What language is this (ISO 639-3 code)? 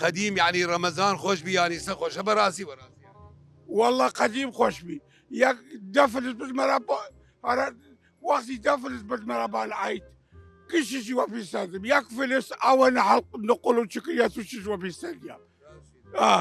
sdh